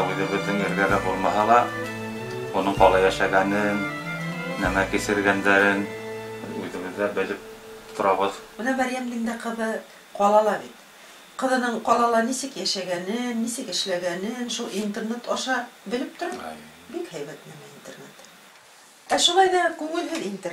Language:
Bashkir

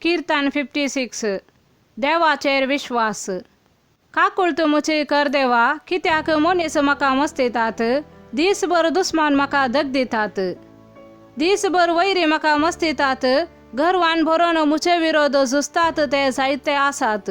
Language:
Konkani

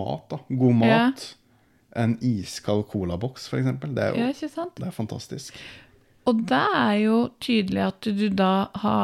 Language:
Norwegian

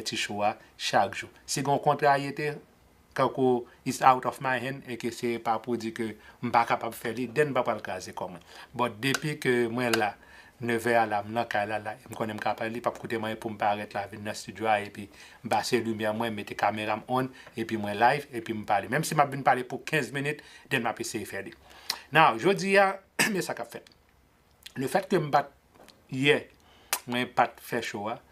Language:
Haitian Creole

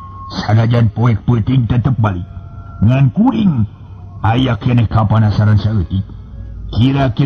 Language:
Sundanese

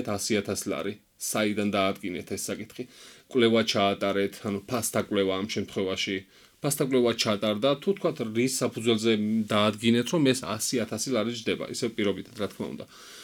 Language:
Georgian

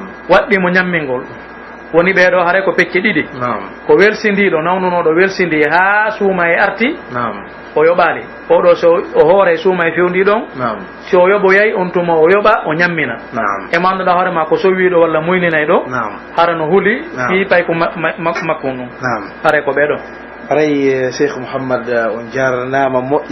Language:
Pular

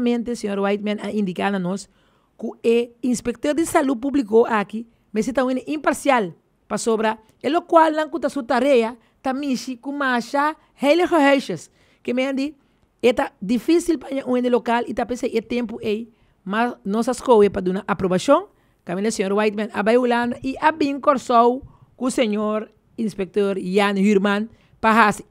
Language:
Papiamento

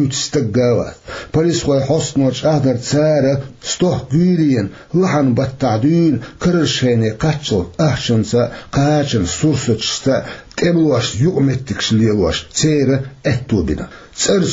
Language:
Chechen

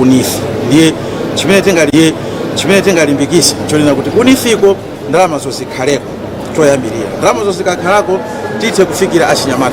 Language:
Nyanja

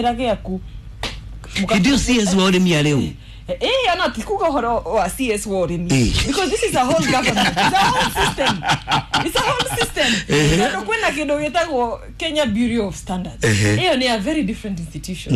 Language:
Kikuyu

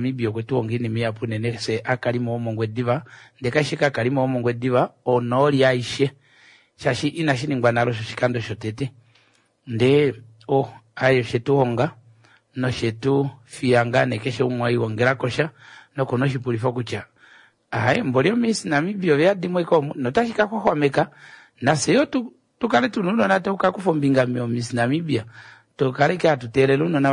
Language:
Kuanyama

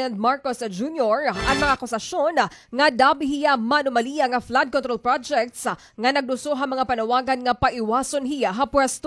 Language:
Waray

